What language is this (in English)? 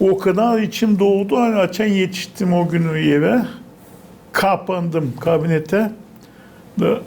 Gagauz